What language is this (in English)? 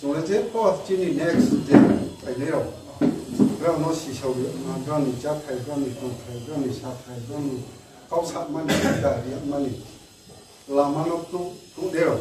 Riang (India)